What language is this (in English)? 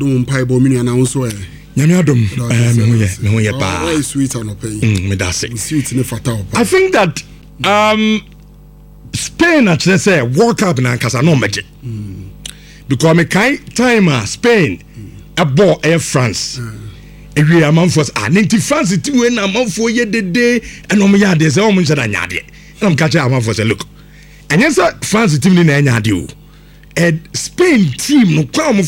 Akan